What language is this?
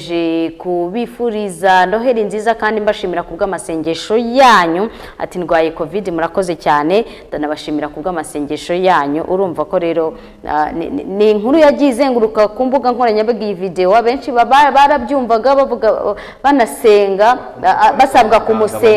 Kinyarwanda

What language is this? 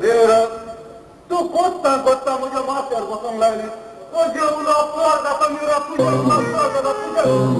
Konkani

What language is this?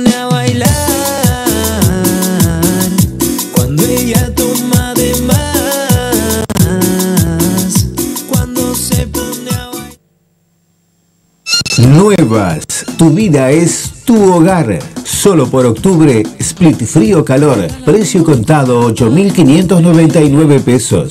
Spanish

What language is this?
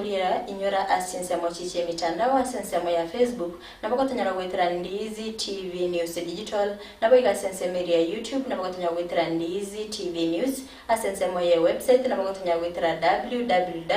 Gusii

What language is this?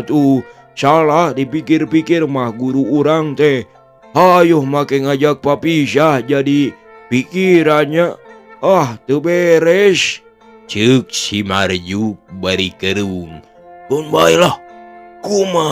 Sundanese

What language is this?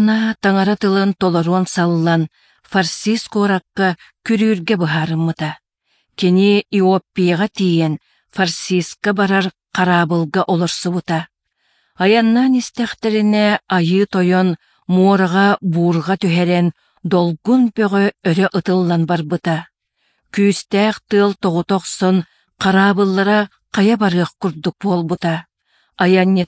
Yakut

